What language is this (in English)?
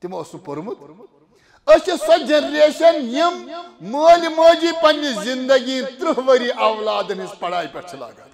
Kashmiri